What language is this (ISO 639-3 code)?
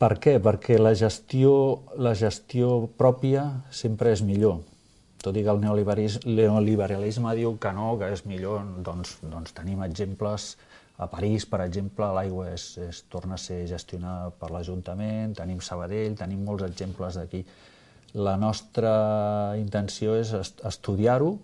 cat